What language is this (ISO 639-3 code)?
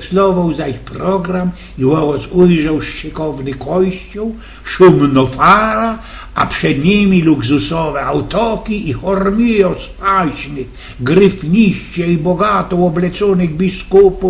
szl